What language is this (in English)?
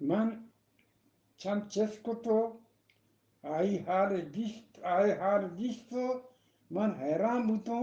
Eastern Balochi